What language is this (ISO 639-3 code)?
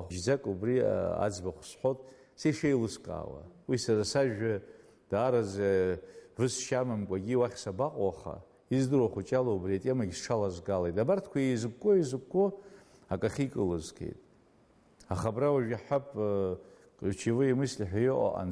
abk